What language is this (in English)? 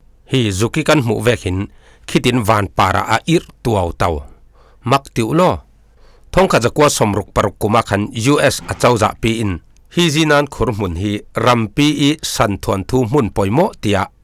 Falam Chin